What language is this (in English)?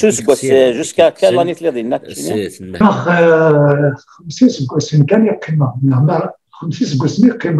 Kabyle